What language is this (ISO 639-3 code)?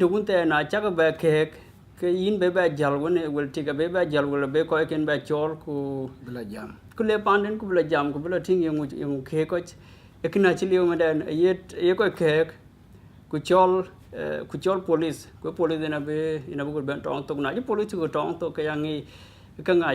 din